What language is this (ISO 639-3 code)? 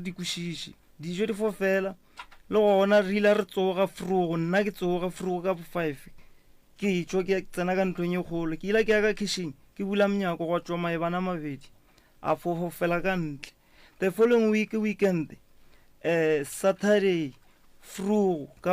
nso